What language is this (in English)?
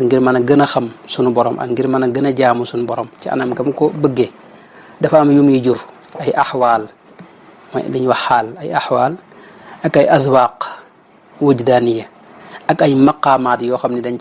Wolof